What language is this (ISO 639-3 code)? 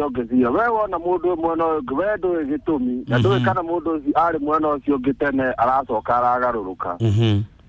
kik